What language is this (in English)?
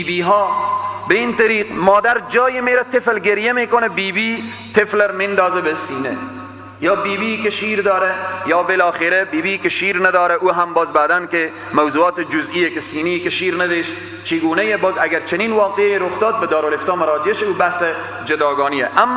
Persian